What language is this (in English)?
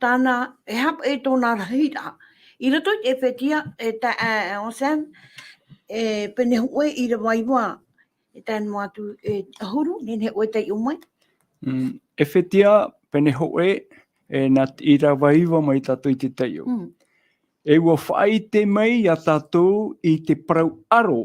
Tahitian